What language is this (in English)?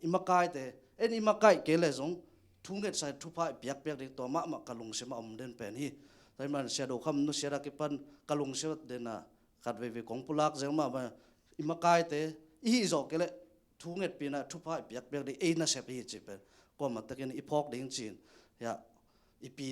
Tedim Chin